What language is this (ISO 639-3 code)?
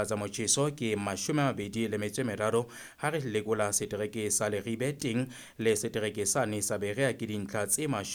sot